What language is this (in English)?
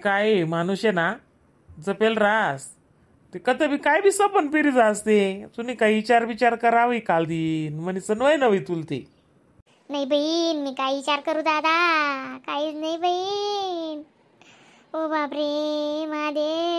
Khandesi